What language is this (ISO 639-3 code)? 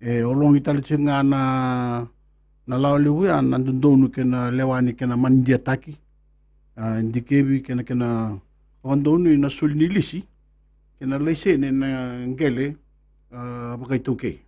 fij